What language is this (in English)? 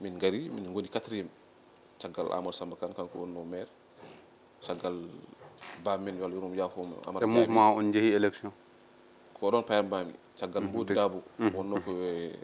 Fula